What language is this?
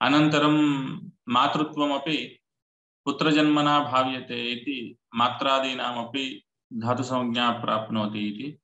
Sanskrit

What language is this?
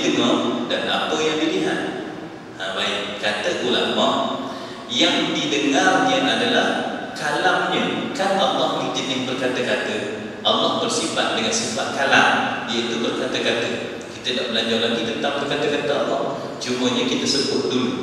Malay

